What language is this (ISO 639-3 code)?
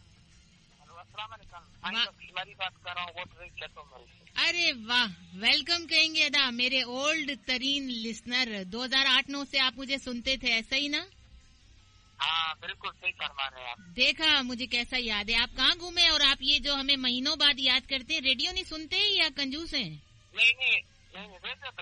hin